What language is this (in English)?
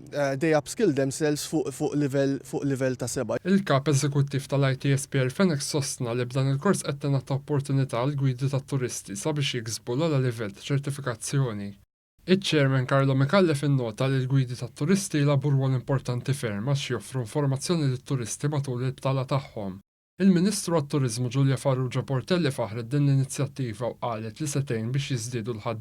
Maltese